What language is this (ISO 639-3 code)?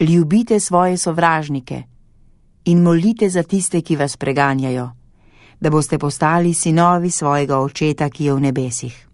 slv